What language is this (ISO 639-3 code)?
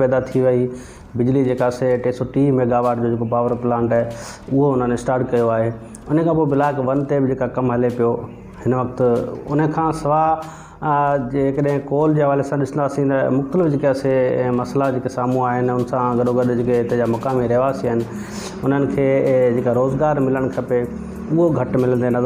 snd